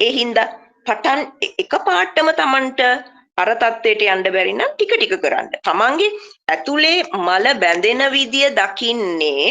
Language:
Sinhala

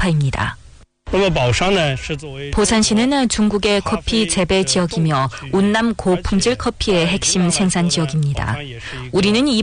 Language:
Korean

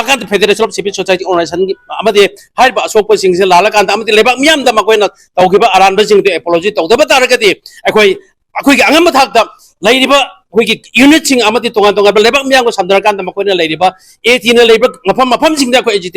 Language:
Manipuri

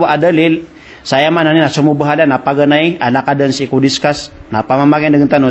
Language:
Maranao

